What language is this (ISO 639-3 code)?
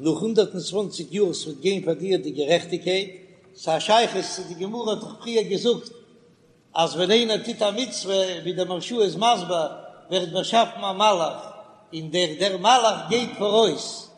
yid